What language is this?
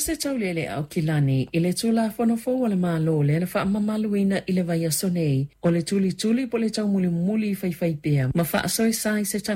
Samoan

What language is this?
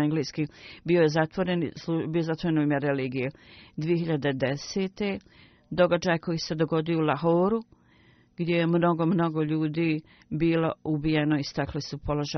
Bosnian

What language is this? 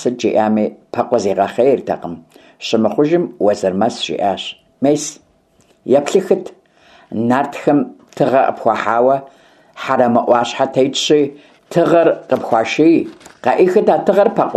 Kabardian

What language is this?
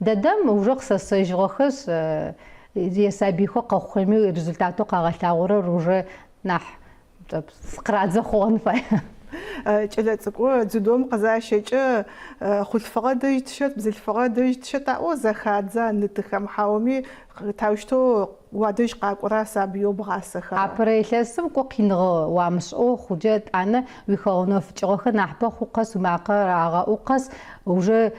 Adyghe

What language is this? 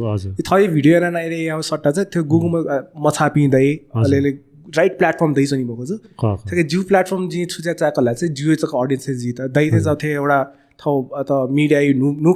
Newari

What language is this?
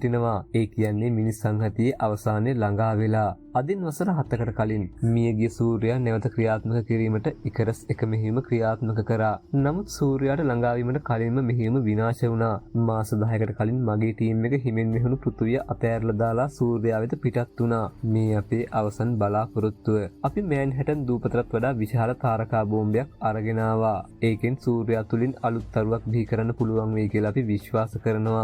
Sinhala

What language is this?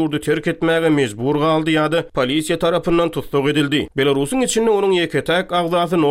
Turkmen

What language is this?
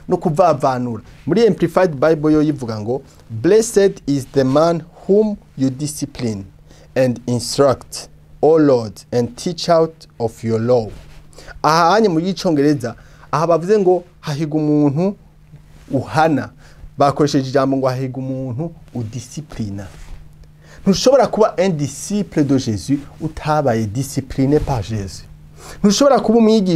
Rundi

